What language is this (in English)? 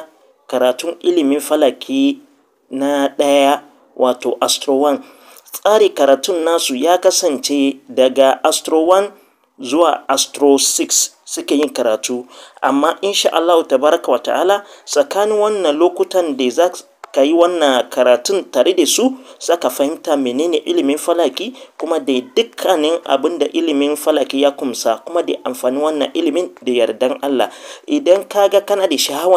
Hausa